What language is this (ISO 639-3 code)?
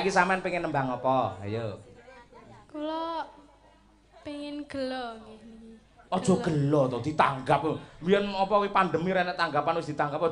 jav